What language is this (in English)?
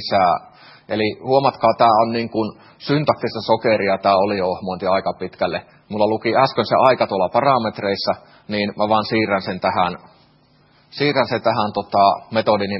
Finnish